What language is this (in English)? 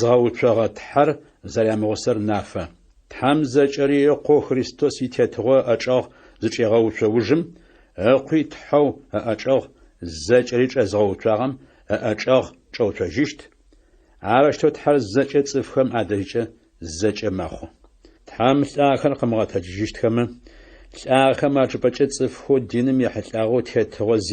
Adyghe